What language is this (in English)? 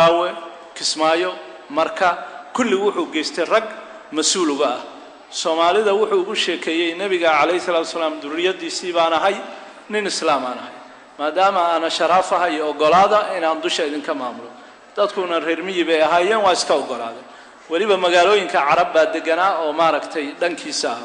Somali